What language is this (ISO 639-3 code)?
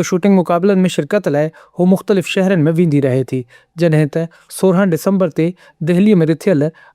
snd